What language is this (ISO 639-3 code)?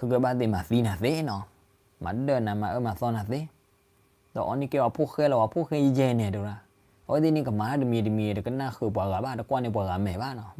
ksw